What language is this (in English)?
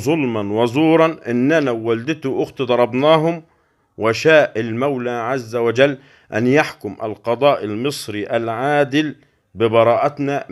Egyptian Arabic